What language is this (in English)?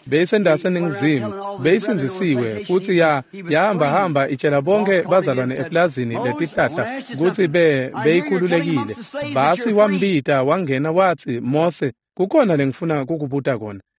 Swati